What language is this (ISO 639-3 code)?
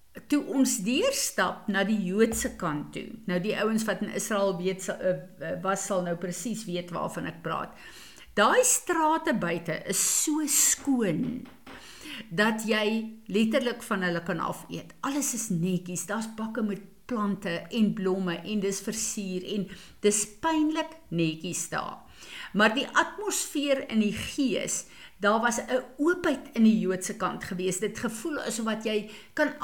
afr